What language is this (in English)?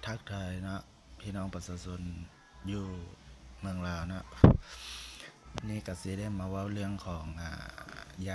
Lao